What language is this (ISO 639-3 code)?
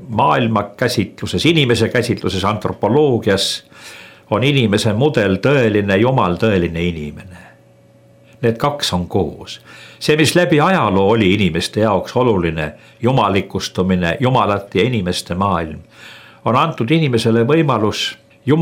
est